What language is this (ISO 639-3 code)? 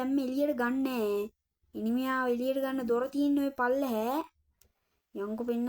sin